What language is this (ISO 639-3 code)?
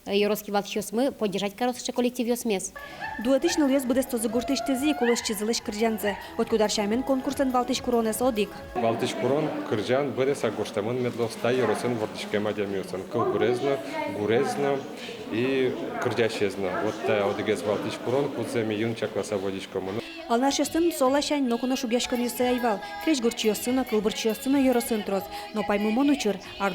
udm